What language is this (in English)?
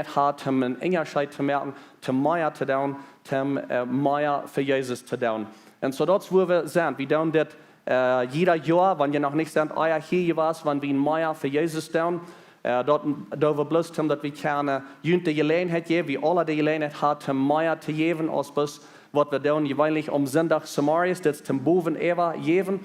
Plautdietsch